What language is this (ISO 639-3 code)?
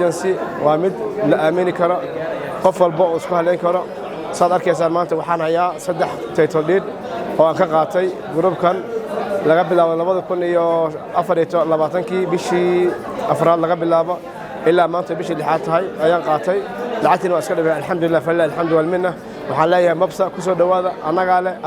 som